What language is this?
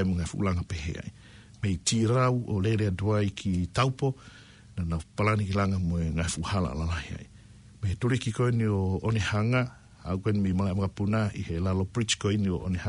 Tongan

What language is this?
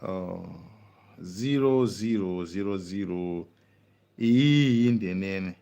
Nyanja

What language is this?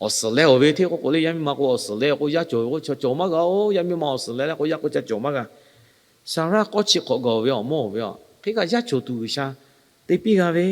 Lahu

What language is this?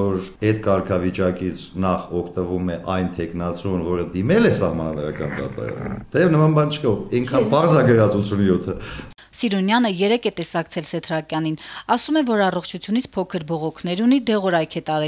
Armenian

